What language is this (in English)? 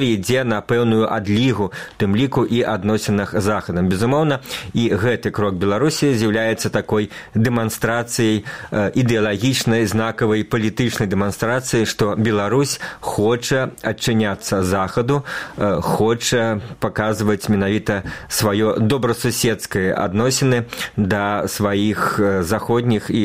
Belarusian